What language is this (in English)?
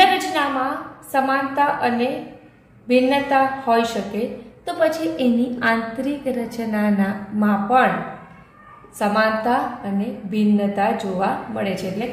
Gujarati